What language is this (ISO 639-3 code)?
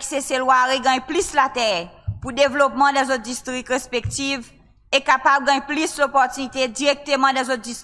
crs